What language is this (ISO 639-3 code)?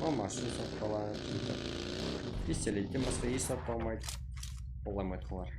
kaa